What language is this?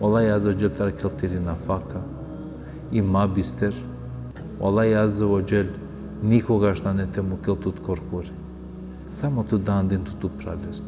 Balkan Romani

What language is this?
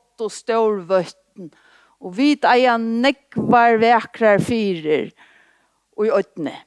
Faroese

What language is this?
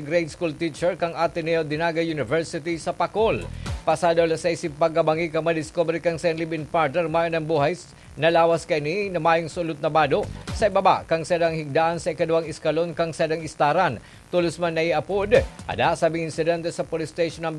Bikol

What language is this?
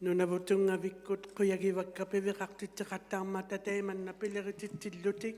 Inuktitut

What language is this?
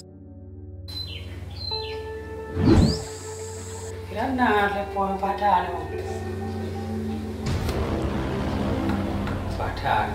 Achinese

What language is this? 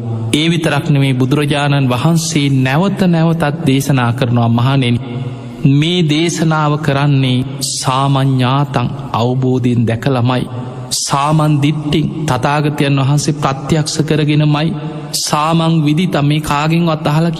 Sinhala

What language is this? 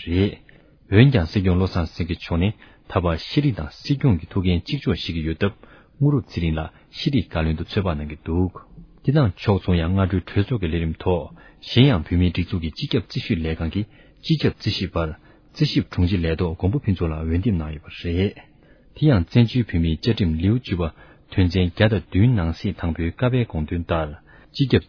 Tibetan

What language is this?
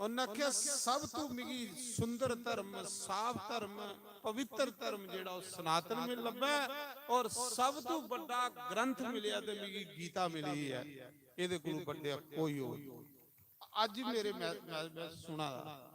Dogri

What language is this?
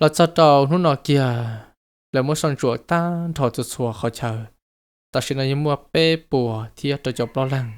Hmong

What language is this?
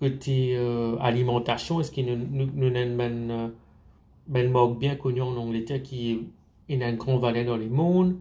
Morisyen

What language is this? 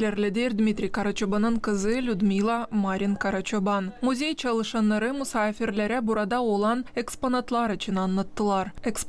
Gagauz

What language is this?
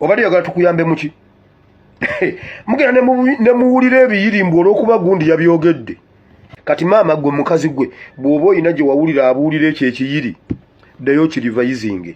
Ganda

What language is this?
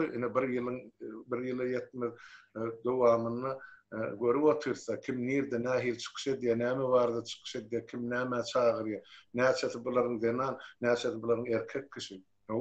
Turkmen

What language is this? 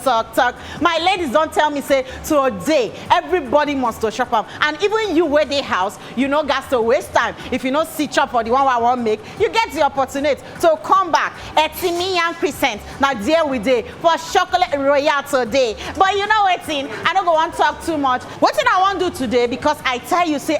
Nigerian Pidgin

